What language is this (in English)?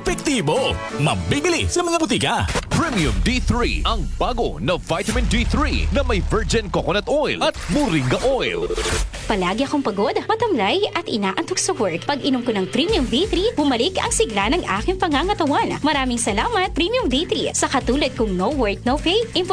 Filipino